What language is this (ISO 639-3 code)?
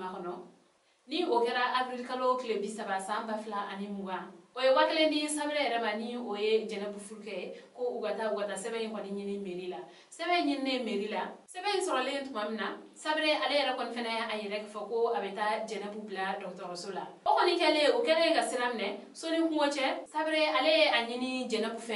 bam